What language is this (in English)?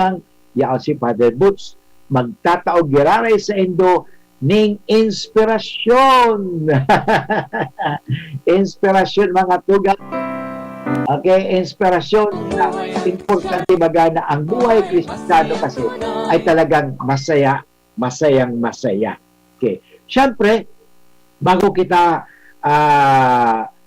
Bikol